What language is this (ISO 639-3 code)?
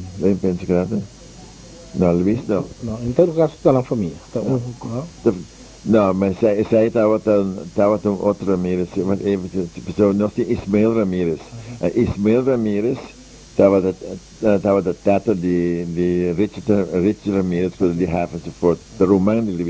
pap